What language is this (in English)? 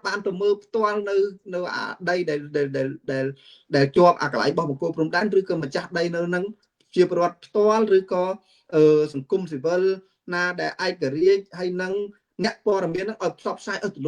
Khmer